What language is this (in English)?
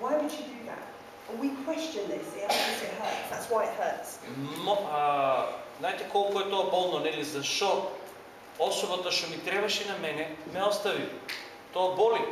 Macedonian